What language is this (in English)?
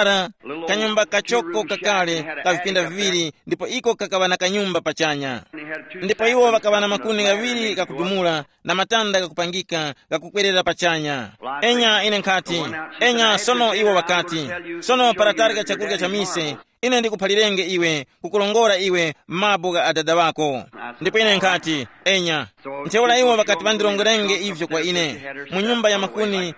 Tumbuka